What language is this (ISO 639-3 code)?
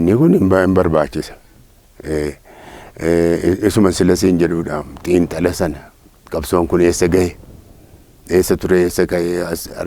orm